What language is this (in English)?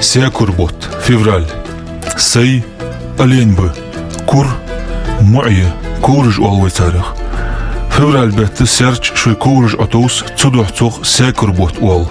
Ingush